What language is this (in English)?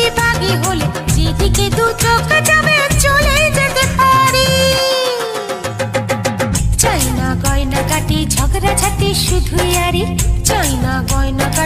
Bangla